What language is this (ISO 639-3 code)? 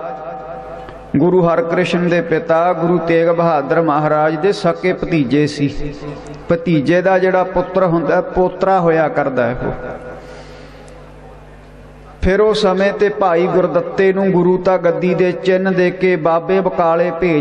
pan